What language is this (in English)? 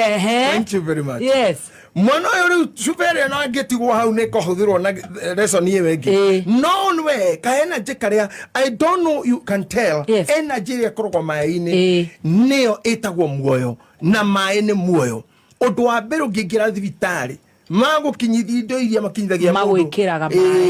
Kikuyu